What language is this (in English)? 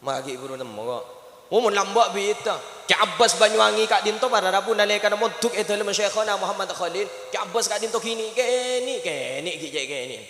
Madurese